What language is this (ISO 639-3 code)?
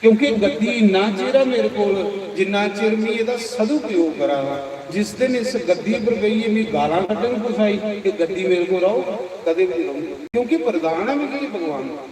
doi